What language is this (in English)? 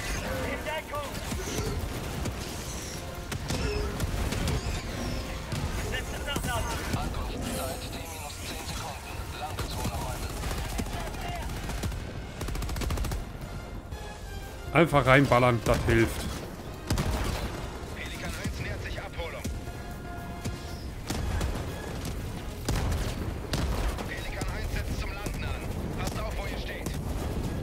German